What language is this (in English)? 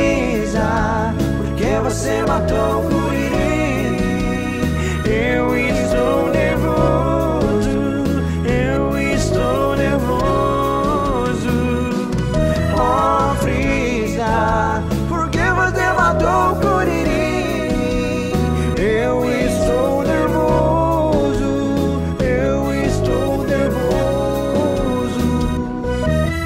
Portuguese